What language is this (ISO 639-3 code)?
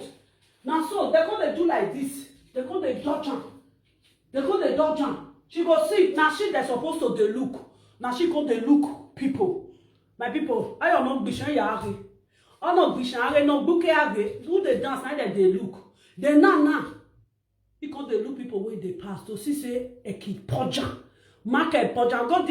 pcm